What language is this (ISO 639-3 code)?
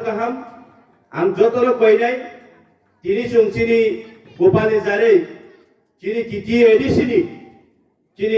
trp